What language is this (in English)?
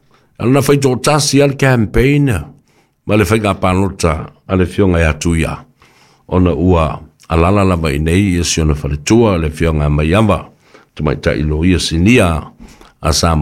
Samoan